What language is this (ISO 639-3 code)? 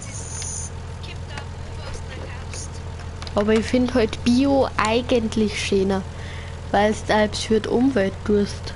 bar